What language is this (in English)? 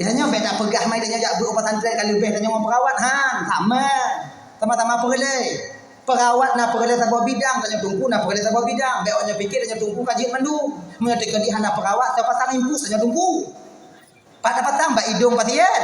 Achinese